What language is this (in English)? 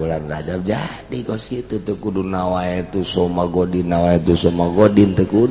Sundanese